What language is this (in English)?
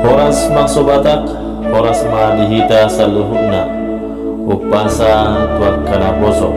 Batak Toba